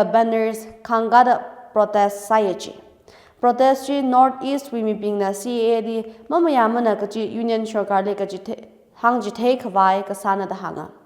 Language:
Tangkhul Naga (India)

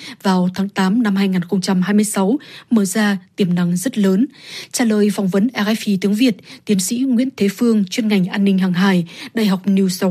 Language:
Vietnamese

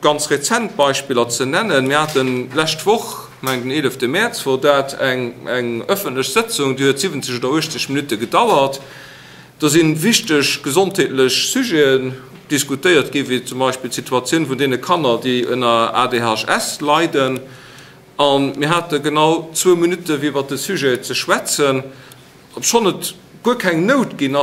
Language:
Luxembourgish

